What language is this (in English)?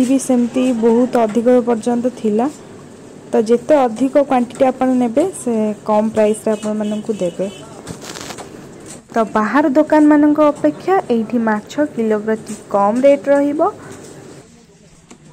Odia